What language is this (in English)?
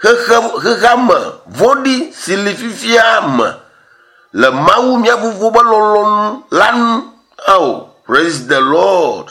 Ewe